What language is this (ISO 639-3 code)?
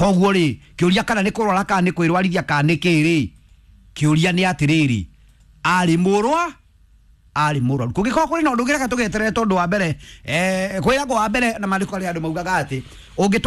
kik